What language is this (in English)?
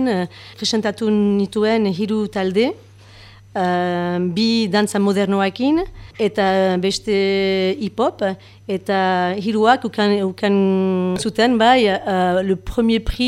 Basque